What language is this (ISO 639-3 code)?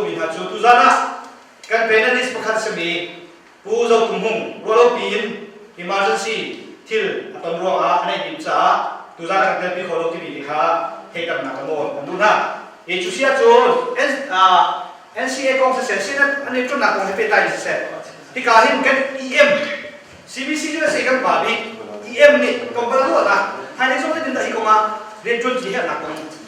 cnh